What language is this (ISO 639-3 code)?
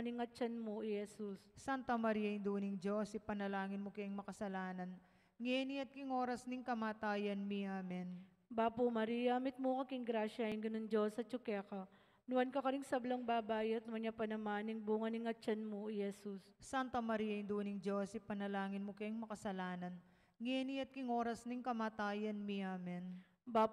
pam